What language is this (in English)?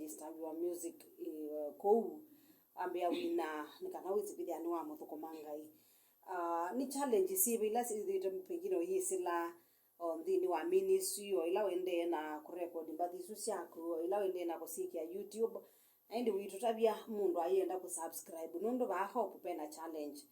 Kamba